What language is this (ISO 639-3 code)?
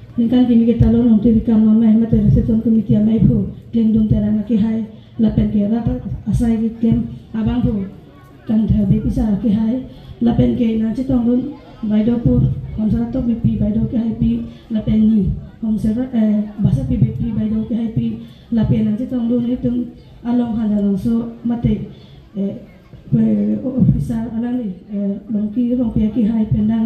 mjw